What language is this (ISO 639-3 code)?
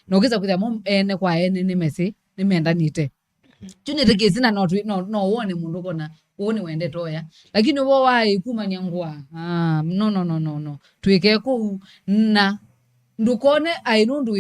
kam